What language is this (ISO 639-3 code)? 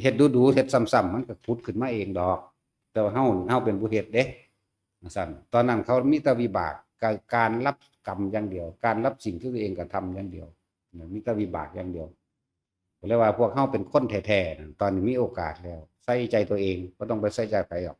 tts